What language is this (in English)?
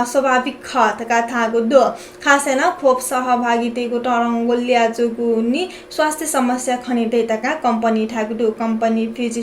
Newari